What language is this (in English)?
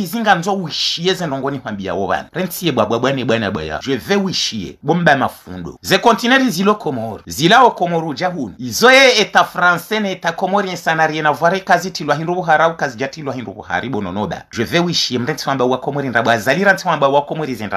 Ngazidja Comorian